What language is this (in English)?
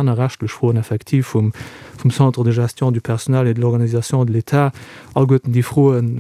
Luxembourgish